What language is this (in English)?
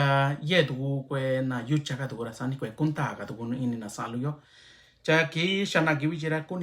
Mixtepec Mixtec